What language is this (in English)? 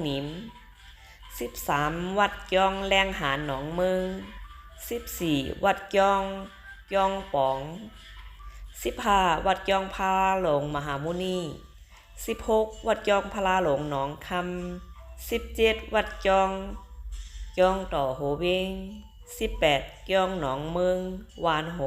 Shan